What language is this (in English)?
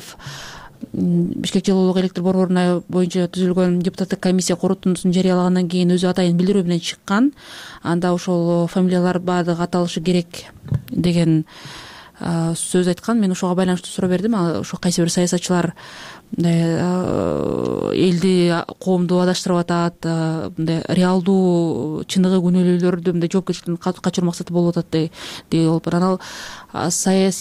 Kyrgyz